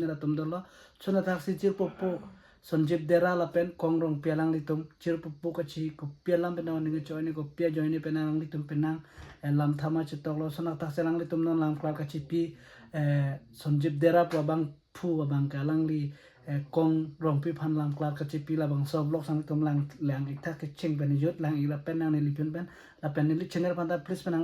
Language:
Karbi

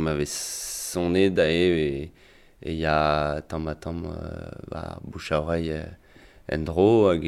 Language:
Breton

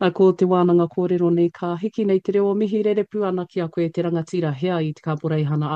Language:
Māori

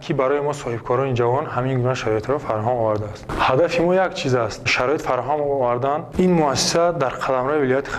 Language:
Tajik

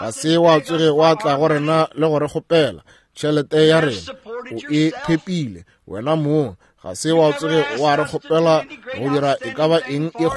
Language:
Northern Sotho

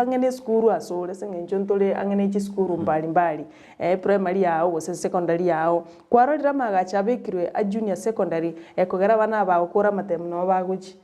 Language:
Gusii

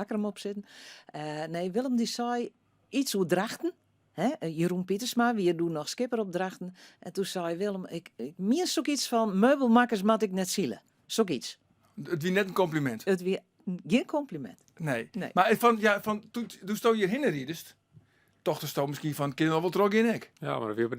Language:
Western Frisian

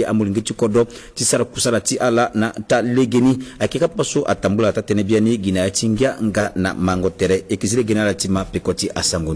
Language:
Sango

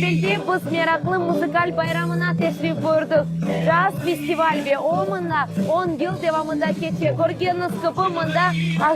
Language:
Crimean Tatar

